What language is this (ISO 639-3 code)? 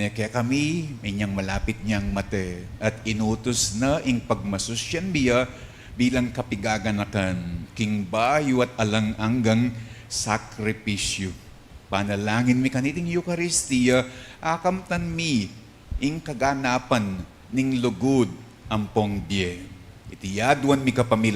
pam